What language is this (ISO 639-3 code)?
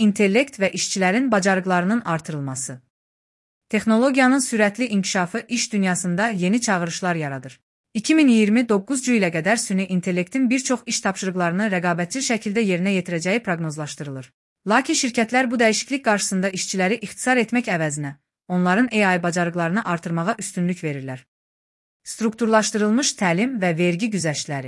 aze